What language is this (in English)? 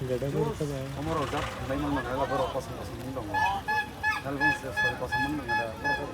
Kok Borok